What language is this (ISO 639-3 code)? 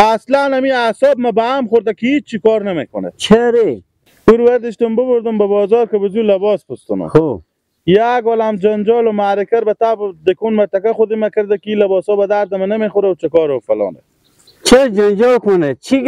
fas